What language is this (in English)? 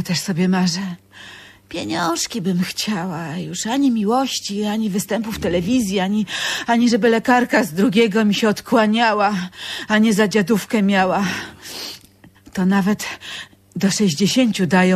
Polish